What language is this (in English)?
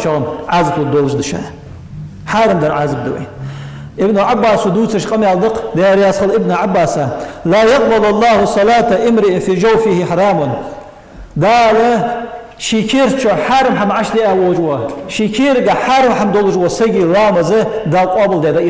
Ingush